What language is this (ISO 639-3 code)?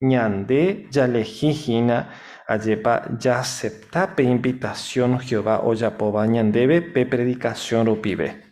grn